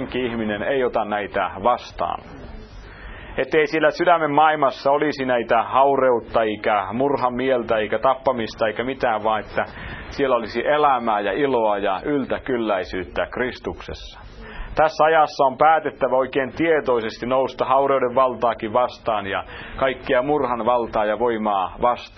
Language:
Finnish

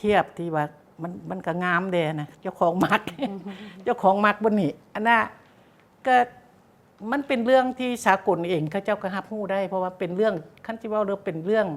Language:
Lao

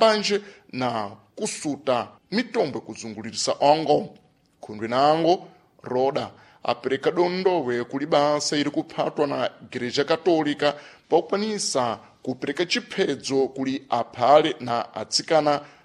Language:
Sena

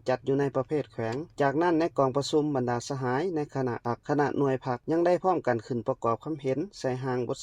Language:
Lao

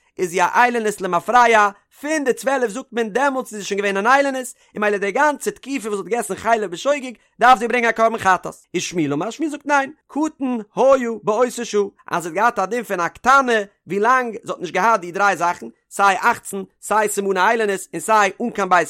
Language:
Yiddish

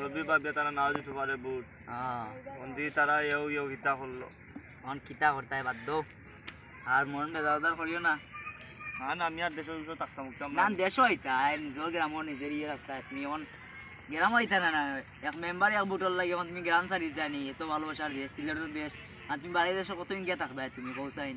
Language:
Sylheti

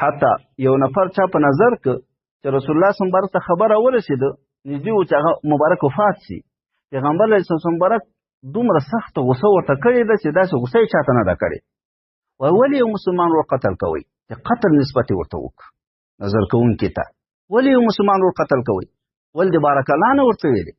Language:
Pashto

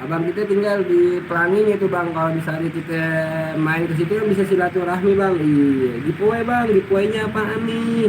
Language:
Betawi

